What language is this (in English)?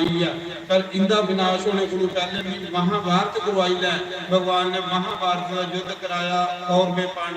Dogri